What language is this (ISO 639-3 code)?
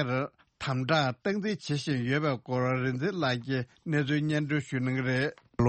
bod